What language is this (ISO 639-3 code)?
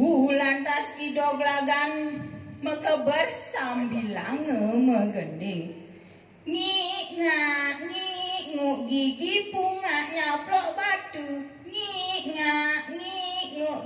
ban